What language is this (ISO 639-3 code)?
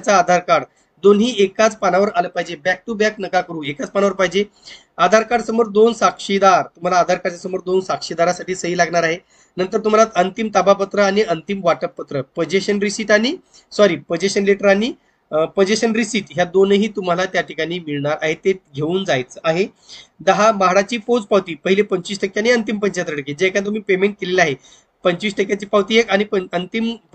mar